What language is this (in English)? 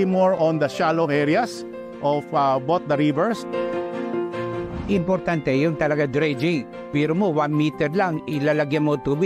Filipino